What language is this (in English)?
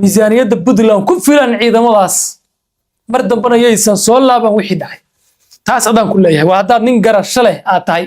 Somali